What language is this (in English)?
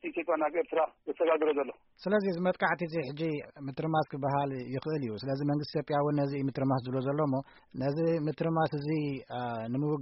Tigrinya